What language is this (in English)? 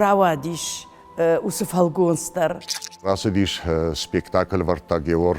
Ossetic